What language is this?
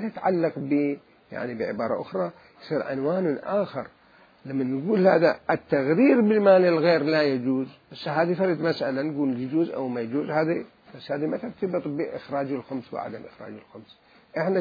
Mesopotamian Arabic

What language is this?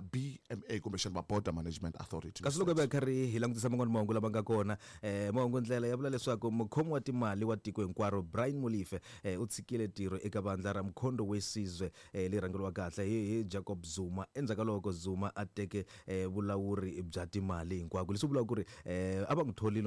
Tsonga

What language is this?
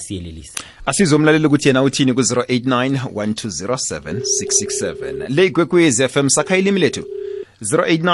South Ndebele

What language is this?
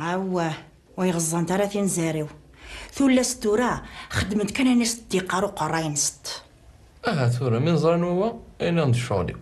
Kabyle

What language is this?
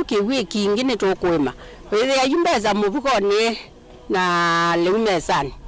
Kamba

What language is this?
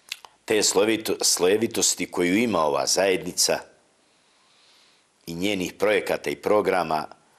Bosnian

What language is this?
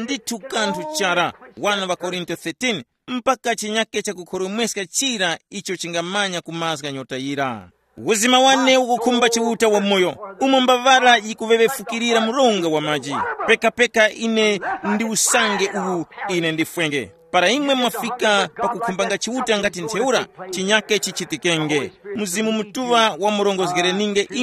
Tumbuka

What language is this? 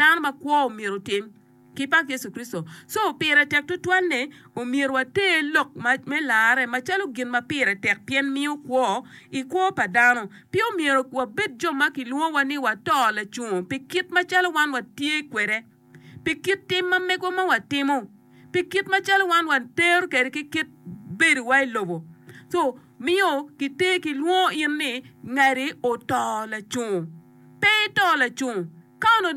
Acoli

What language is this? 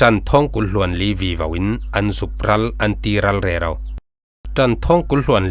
Falam Chin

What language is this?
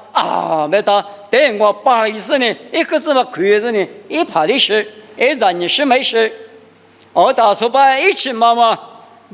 Lisu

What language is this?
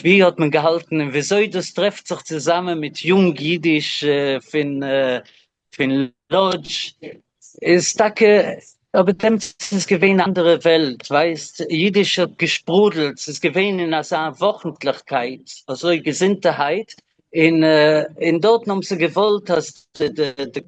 Yiddish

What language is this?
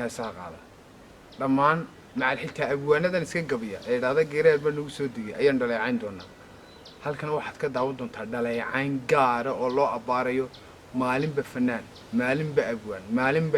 Somali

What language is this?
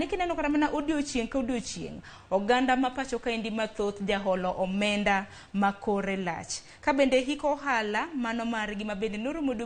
Luo (Kenya and Tanzania)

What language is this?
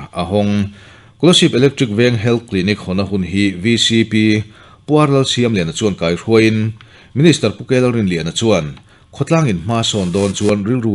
Mizo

